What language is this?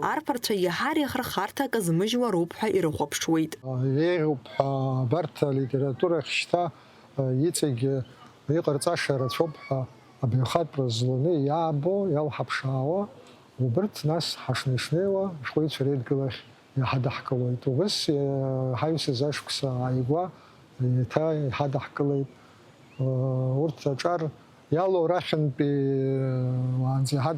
Abkhazian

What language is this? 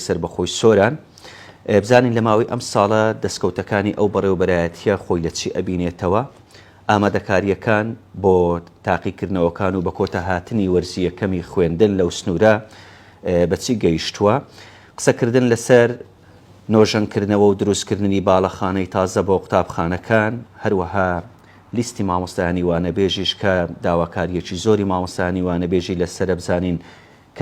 Central Kurdish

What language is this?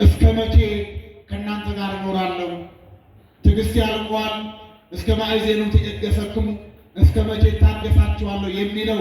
Amharic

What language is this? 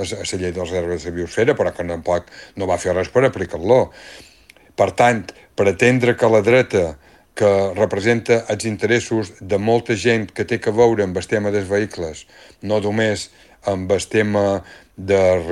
Catalan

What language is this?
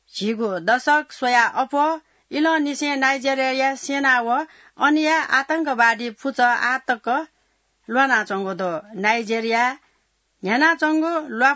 Newari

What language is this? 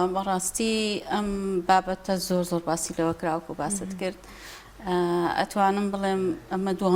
Central Kurdish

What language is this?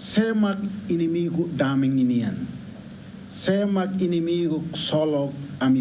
Tetum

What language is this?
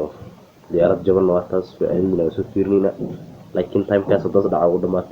Somali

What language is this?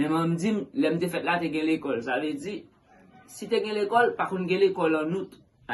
Haitian Creole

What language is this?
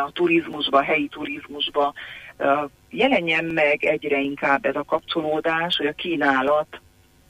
Hungarian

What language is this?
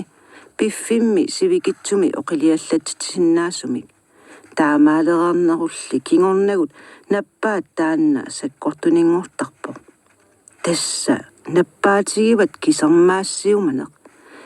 Kalaallisut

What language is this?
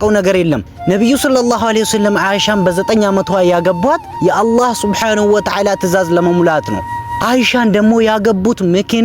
Amharic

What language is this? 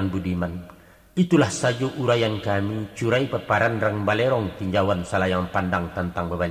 Minangkabau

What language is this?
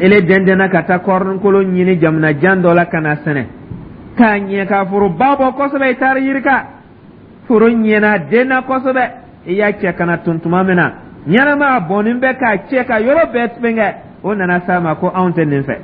Dyula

